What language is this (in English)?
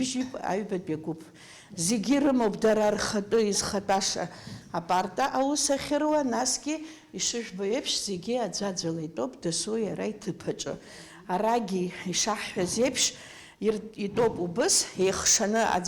Abkhazian